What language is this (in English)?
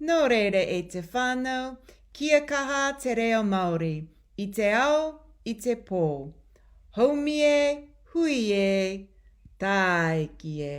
Māori